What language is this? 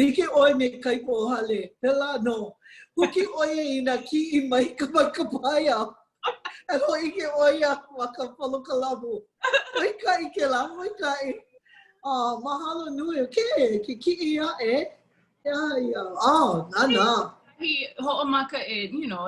Hawaiian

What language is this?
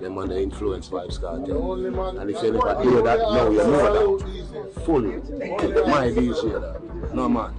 Jamaican Creole English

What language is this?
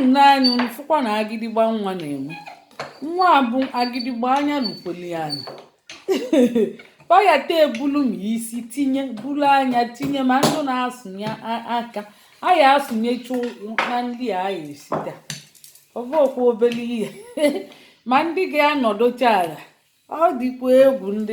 Igbo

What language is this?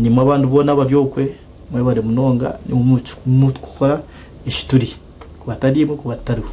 Nyankole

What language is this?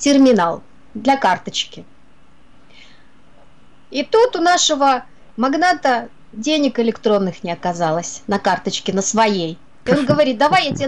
Russian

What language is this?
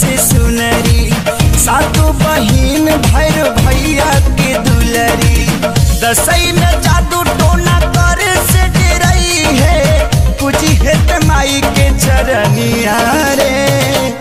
Bhojpuri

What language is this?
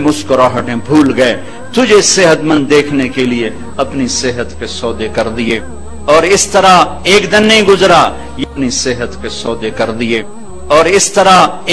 Urdu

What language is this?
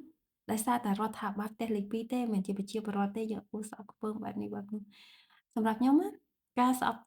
Khmer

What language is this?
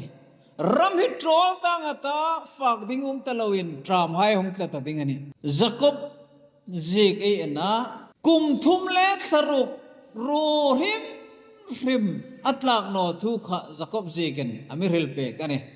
Hmar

